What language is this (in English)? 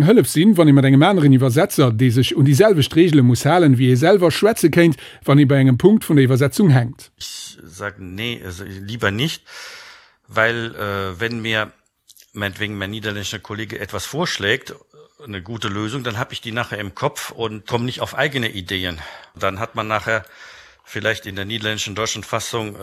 Luxembourgish